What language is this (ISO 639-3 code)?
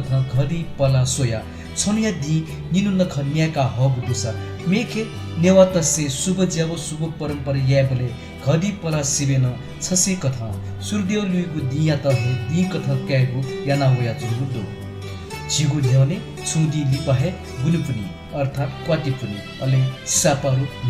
new